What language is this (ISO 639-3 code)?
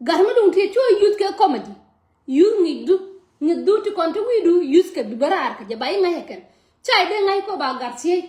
nus